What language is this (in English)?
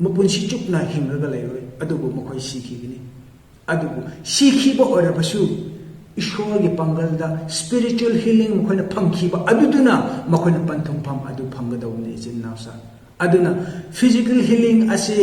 Manipuri